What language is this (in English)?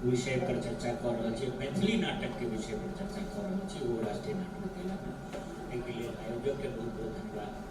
Maithili